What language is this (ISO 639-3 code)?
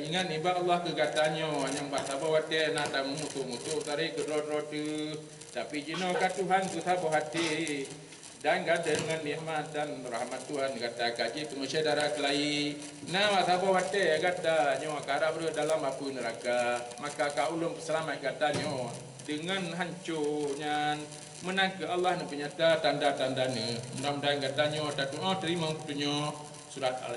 ace